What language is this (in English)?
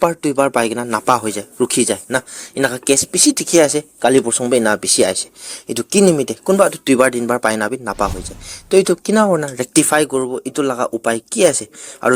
Naga Pidgin